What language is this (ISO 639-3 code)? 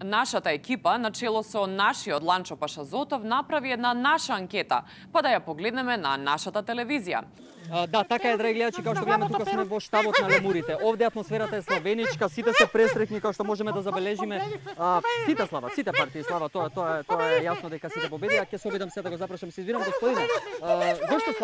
mkd